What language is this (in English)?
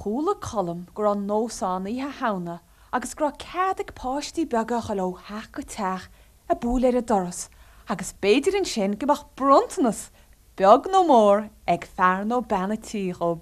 Irish